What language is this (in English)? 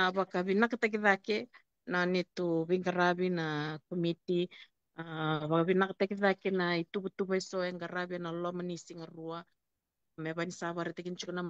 Fijian